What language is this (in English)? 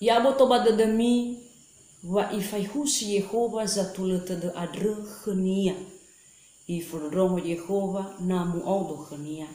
Nias